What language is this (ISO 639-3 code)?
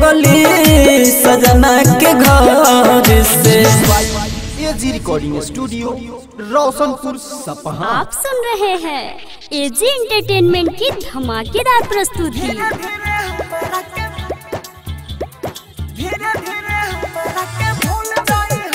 bho